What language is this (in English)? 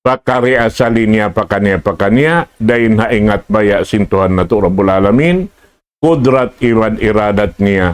Tausug